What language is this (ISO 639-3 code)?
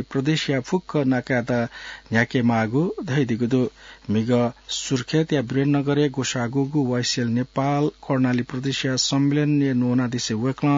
new